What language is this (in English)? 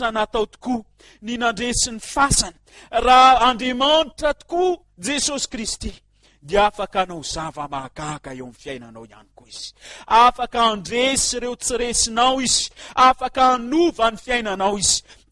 Malagasy